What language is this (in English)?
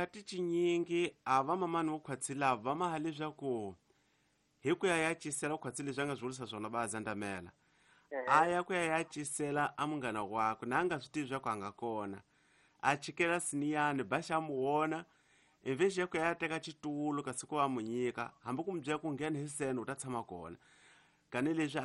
Tsonga